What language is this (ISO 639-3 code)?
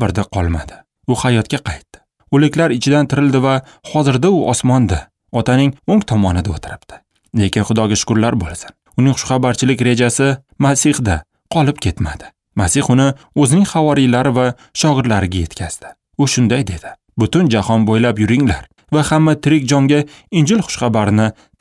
uzb